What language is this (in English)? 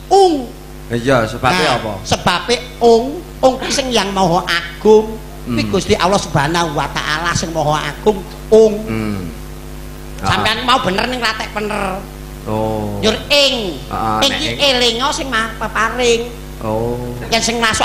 Javanese